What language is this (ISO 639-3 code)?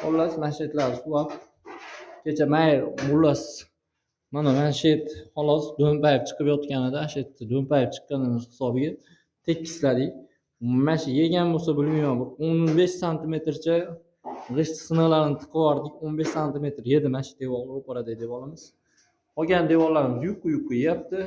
uzb